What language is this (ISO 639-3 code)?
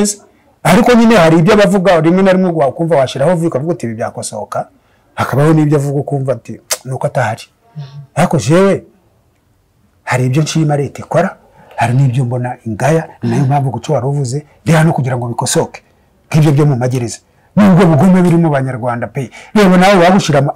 kin